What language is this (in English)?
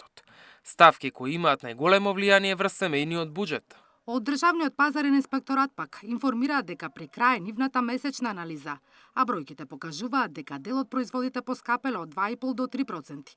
Macedonian